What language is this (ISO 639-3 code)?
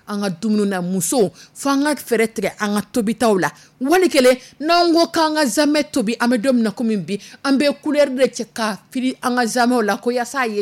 dyu